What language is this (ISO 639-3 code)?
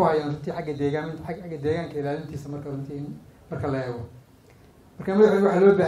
som